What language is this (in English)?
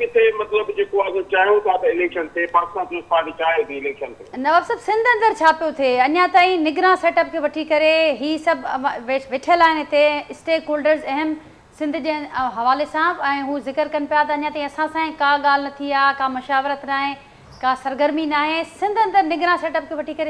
Sindhi